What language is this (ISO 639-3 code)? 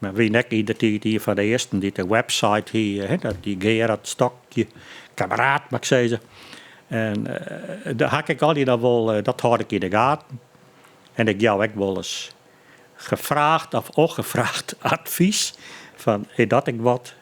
fry